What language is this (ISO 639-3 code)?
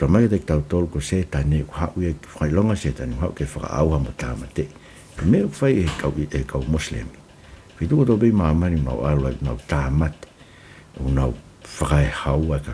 ton